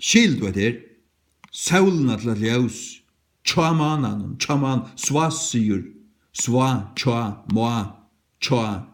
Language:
Faroese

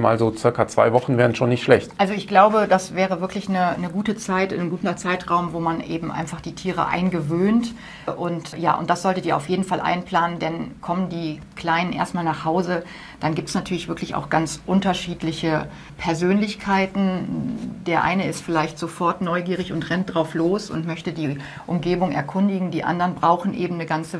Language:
German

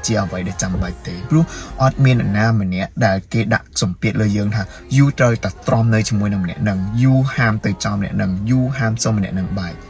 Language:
Khmer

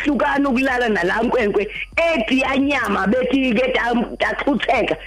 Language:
Xhosa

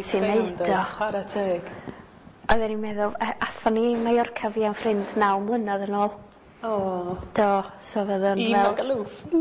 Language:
Welsh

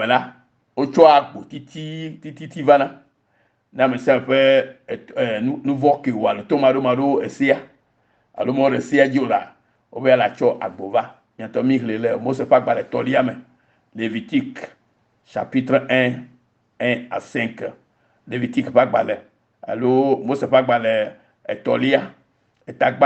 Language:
Ewe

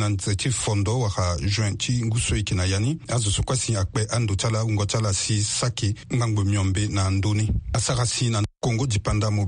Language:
Sango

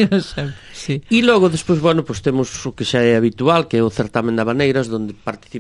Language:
Galician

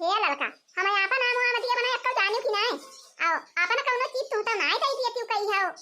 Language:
Awadhi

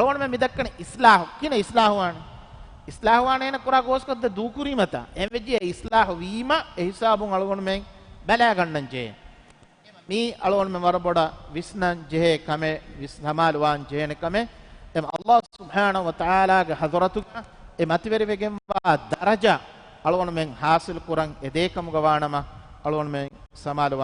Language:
Divehi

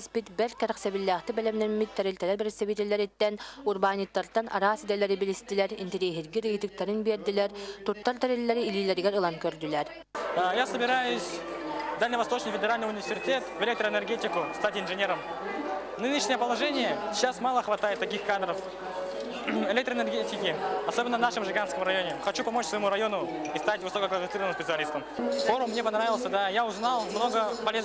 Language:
Yakut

